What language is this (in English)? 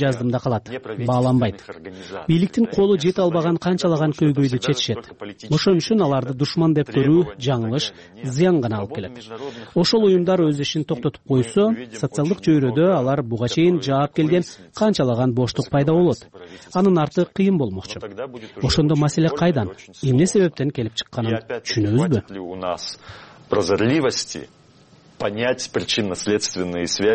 Kyrgyz